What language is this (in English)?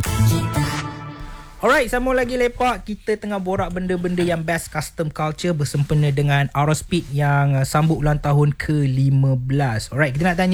Malay